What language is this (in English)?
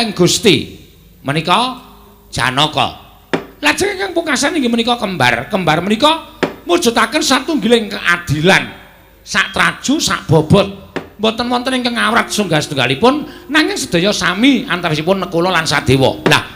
Javanese